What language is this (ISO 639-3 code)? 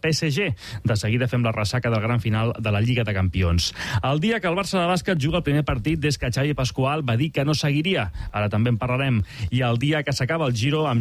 cat